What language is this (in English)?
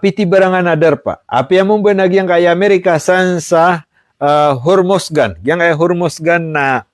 Maranao